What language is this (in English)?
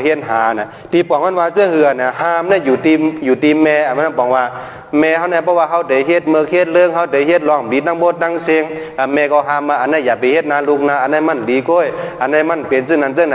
Shan